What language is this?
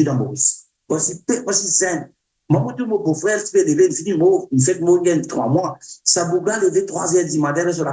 Morisyen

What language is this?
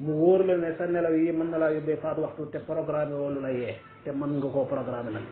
Wolof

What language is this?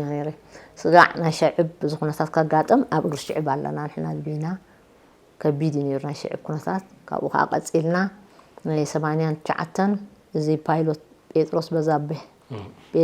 Tigrinya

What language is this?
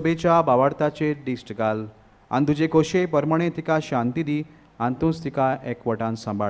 Konkani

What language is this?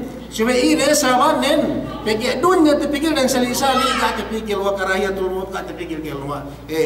Yakan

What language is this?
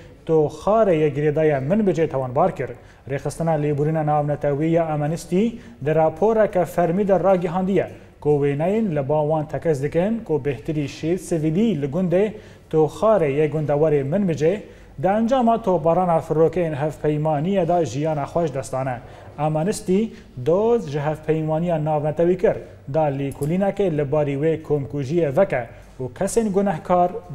Kurdish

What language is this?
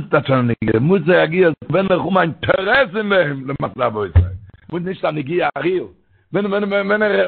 Yiddish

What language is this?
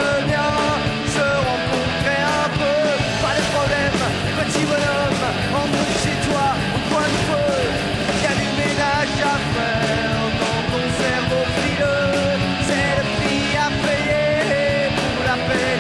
French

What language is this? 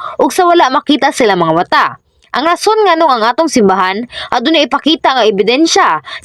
Cebuano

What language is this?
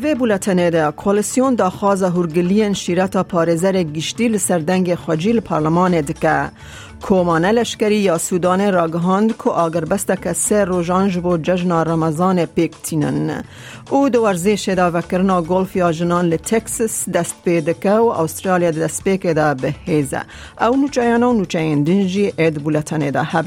Kurdish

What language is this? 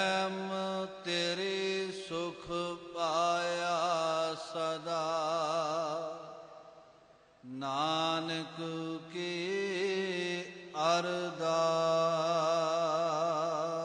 Punjabi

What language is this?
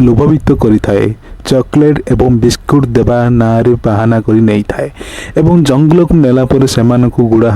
Odia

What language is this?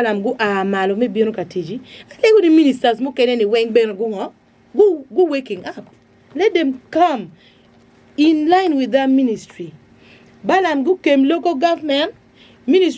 Acoli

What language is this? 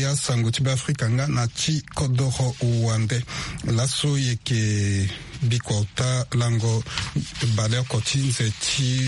Sango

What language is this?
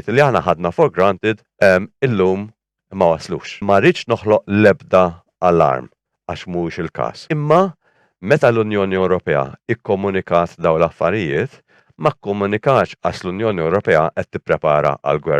Maltese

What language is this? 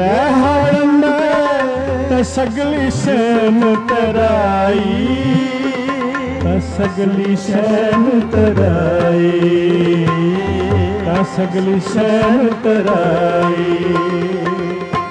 Punjabi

